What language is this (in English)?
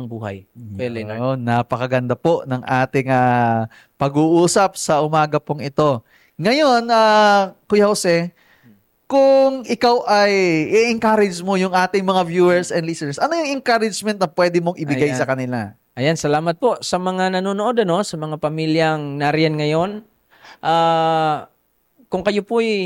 Filipino